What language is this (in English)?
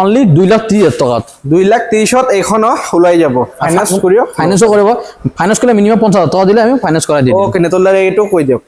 Assamese